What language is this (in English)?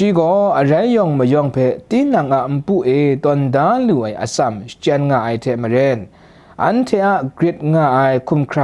Kachin